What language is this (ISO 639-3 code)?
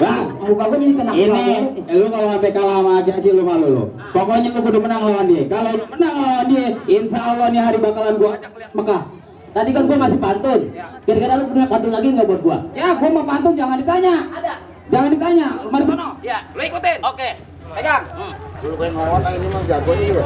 bew